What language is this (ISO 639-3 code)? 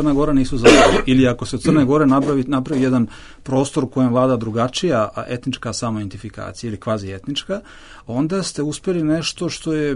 bos